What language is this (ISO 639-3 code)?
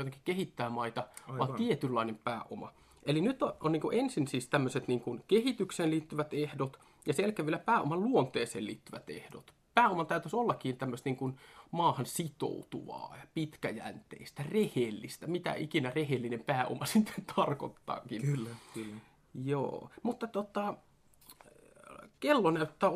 fin